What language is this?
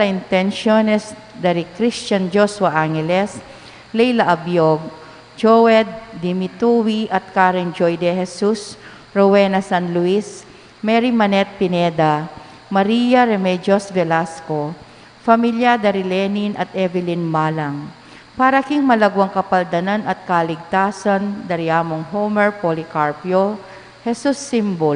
Pampanga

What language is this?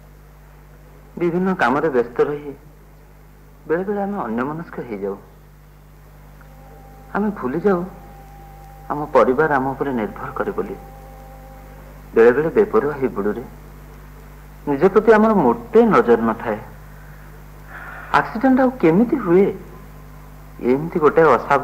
Odia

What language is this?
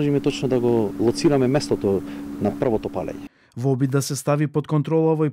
Macedonian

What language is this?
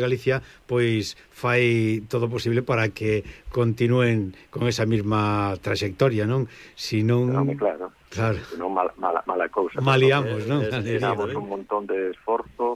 Galician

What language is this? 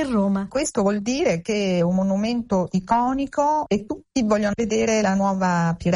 Italian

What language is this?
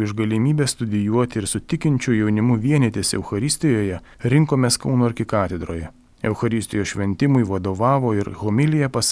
Lithuanian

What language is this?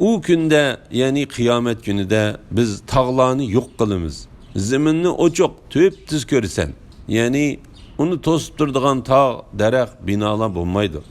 Uyghur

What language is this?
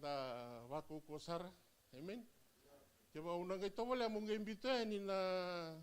Fijian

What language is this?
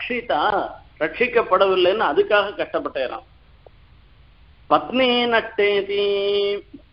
Tamil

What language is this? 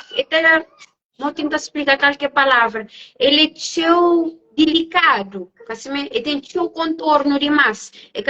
Kabuverdianu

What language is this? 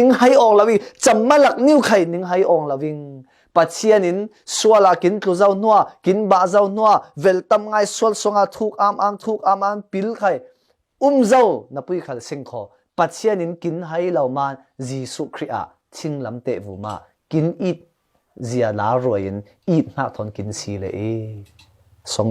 Falam Chin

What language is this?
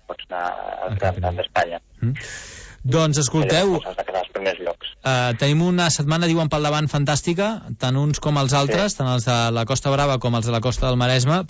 Catalan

